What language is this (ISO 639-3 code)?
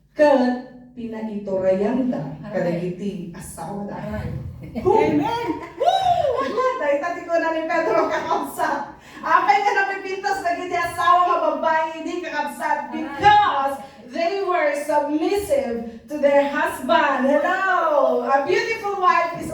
ilo